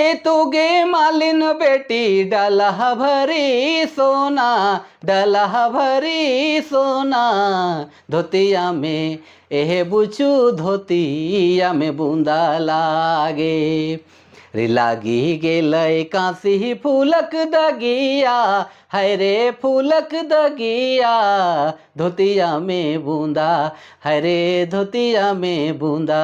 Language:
Sadri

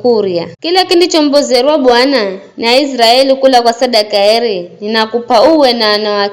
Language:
Giryama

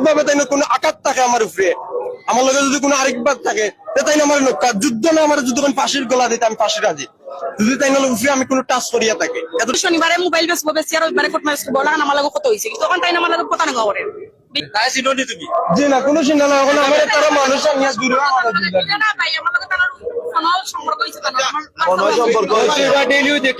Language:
Sylheti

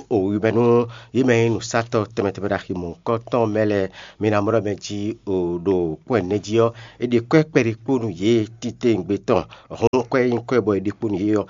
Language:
Fon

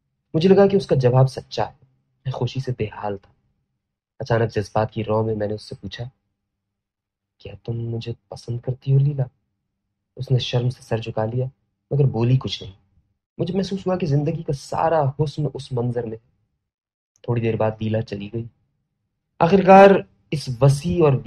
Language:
Urdu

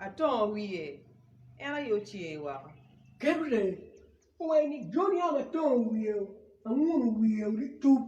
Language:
Acoli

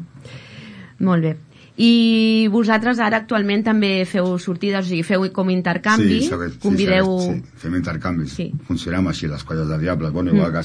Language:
Catalan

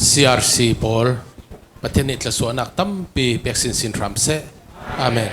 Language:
Falam Chin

